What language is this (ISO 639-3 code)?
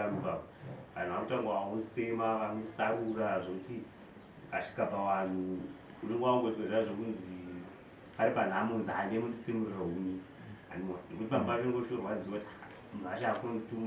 sna